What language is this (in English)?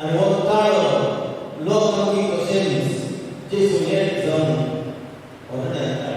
Konkani